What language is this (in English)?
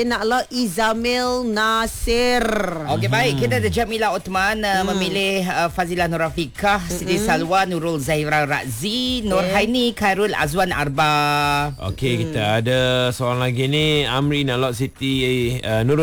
Malay